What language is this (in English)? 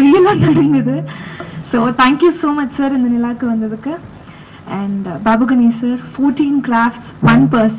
Tamil